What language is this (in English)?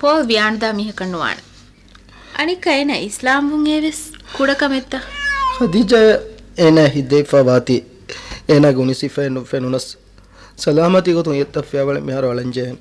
Divehi